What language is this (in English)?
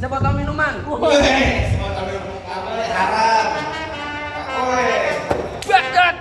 Betawi